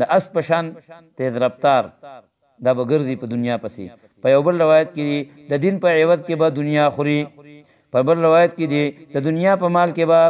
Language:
Pashto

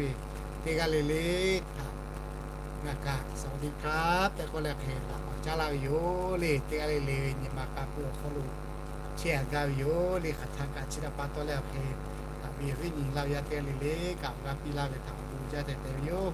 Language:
Lahu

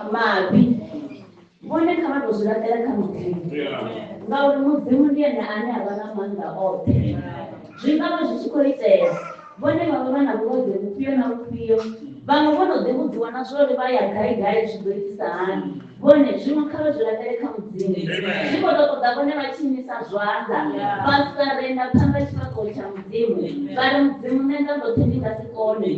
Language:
Venda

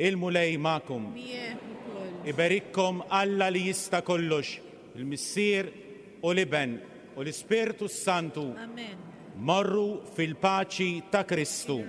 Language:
Maltese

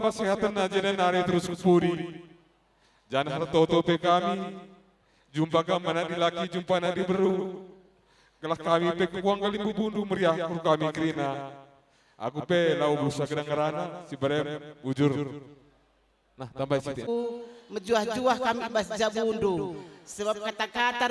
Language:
Batak Karo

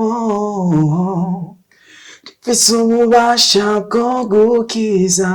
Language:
Rundi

